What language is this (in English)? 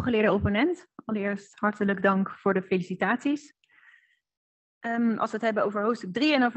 Dutch